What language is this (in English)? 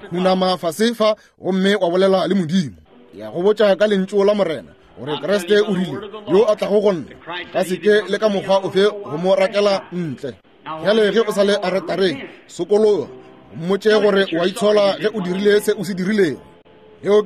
Northern Sotho